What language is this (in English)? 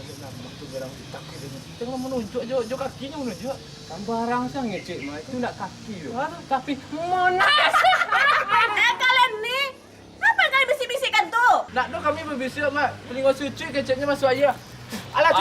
Minangkabau